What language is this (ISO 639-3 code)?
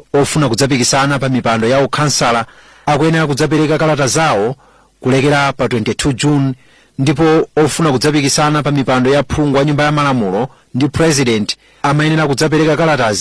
nya